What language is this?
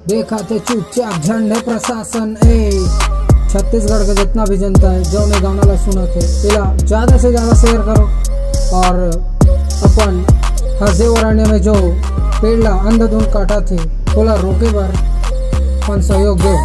Chhattisgarhi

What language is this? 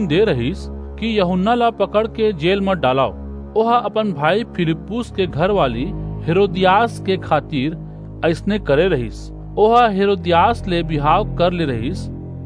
Chhattisgarhi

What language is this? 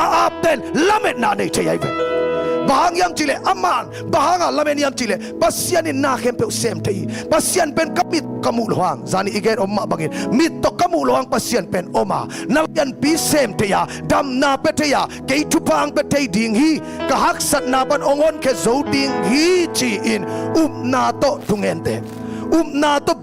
Tedim Chin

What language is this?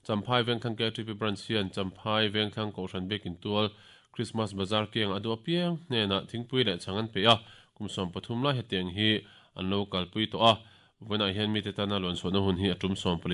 Mizo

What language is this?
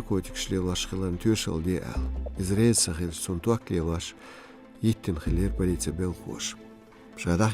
Chechen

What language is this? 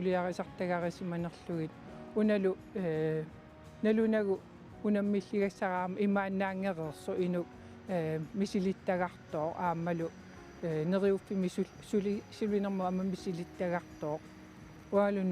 Kalaallisut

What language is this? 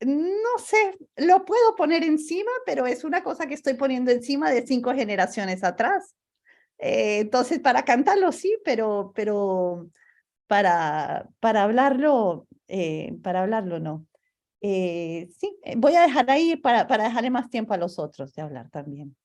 Ladino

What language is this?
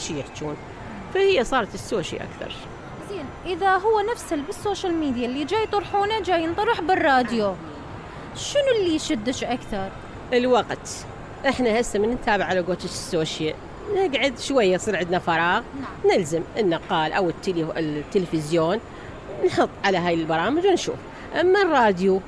Mesopotamian Arabic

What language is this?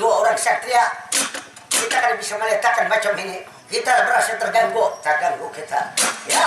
Banjar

